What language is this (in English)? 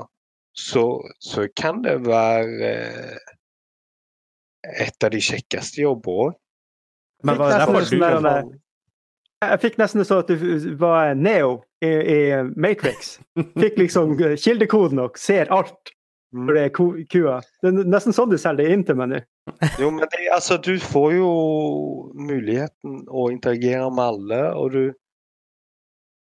Norwegian